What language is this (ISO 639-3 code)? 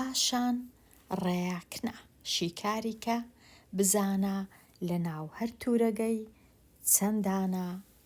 ckb